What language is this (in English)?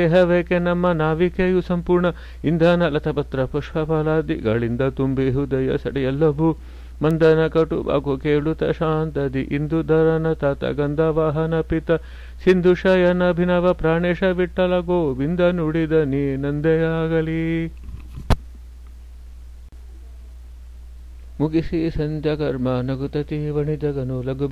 Kannada